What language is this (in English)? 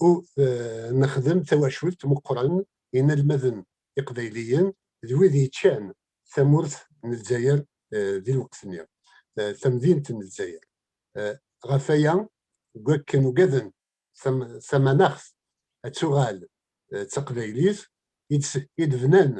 Kabyle